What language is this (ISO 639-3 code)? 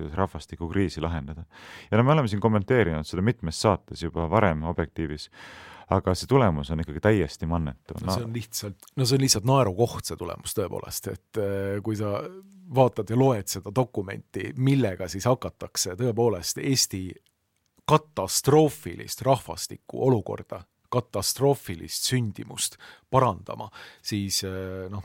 est